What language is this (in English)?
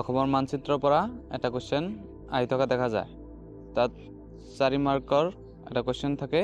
Assamese